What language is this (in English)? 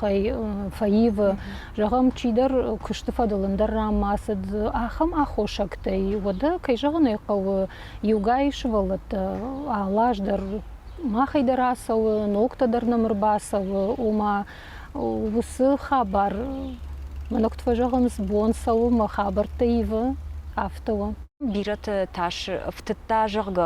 Ossetic